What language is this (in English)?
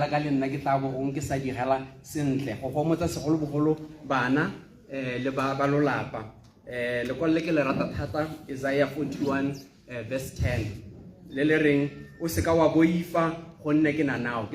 Tswana